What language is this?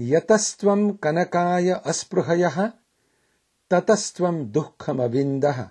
Sanskrit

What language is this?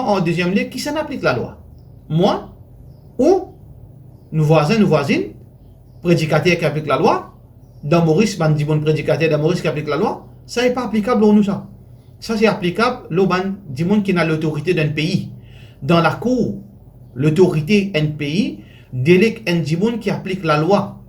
Morisyen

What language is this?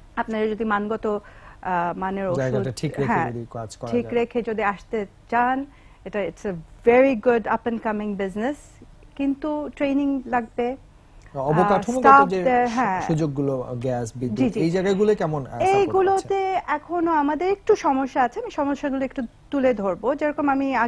Bangla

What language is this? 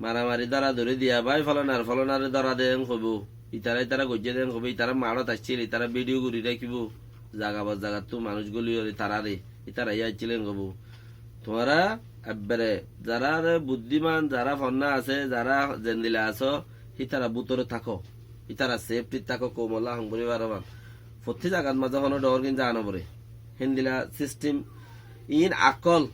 Rohingya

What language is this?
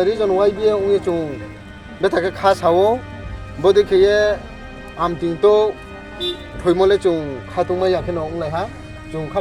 Riang (India)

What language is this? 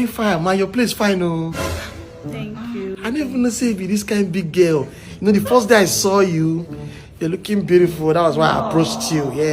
Nigerian Pidgin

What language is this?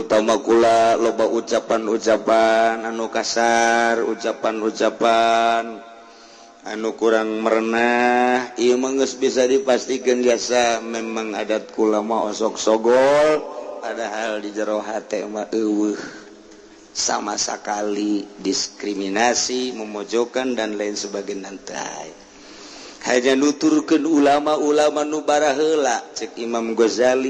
Sundanese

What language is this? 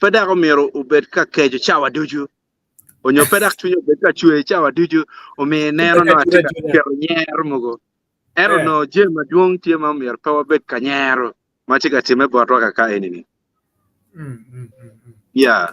Acoli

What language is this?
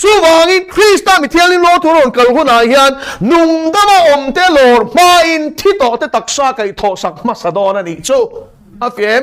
Mizo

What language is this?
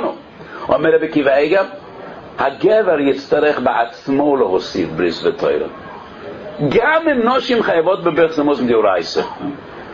Hebrew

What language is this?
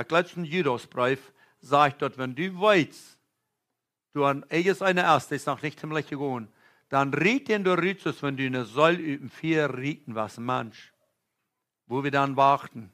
Plautdietsch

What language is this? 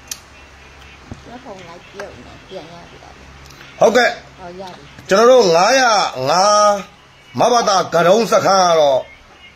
Burmese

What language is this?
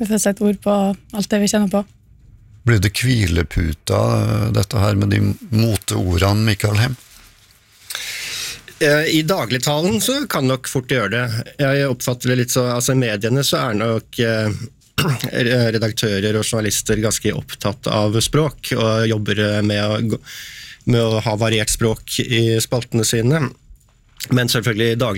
Norwegian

